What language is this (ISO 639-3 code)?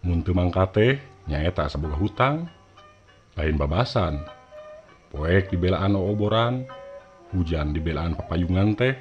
sun